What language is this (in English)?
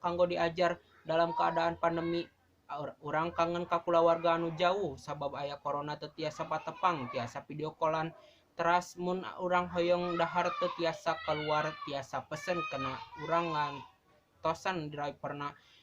Sundanese